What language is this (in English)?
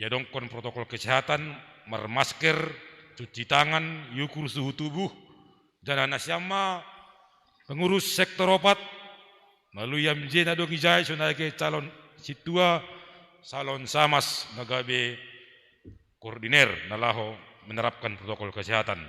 Batak Simalungun